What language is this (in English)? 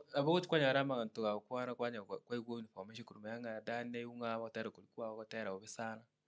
Gusii